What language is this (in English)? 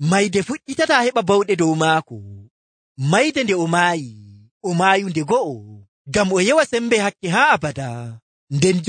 Nigerian Fulfulde